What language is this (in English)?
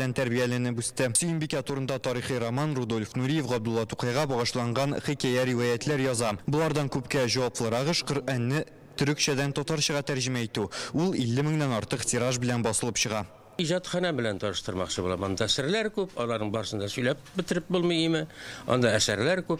Tatar